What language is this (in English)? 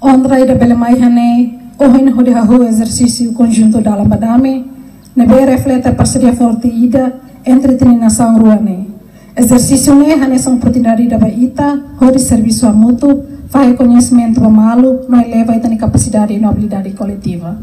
Tetum